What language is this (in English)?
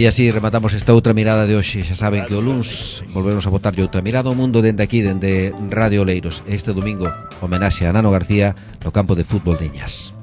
Galician